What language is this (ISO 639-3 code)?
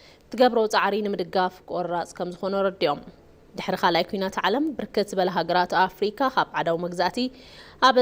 tir